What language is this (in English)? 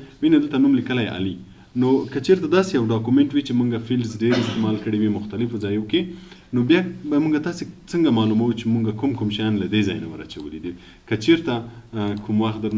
Pashto